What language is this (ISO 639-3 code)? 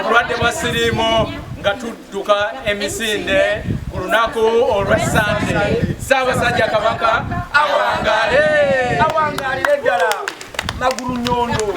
lug